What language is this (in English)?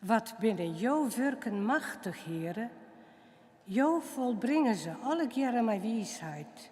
Western Frisian